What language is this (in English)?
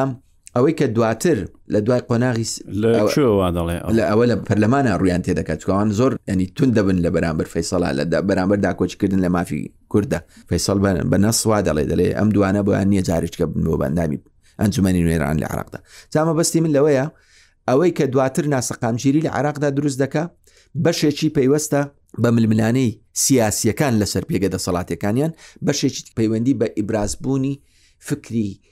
Central Kurdish